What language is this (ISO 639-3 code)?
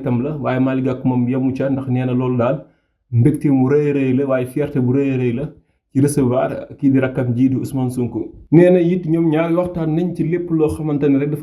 wol